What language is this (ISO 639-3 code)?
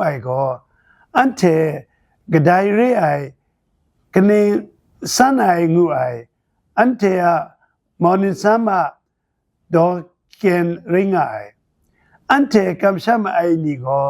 kac